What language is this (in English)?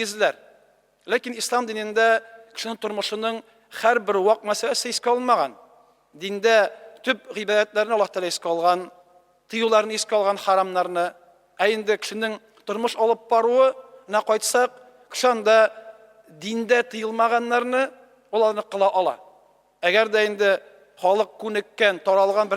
Tatar